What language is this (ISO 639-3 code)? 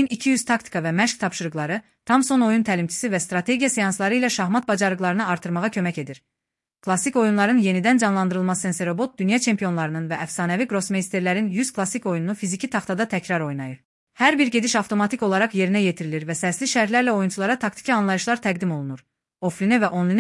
aze